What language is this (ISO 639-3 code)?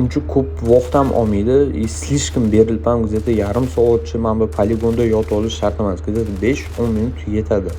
uzb